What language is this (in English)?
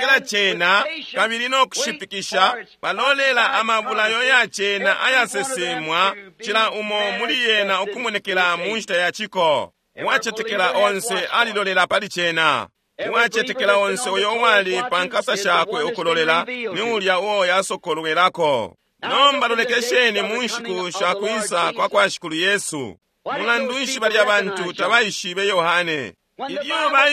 Bemba